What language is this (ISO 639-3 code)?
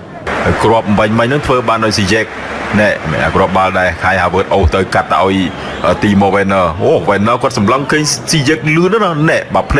khm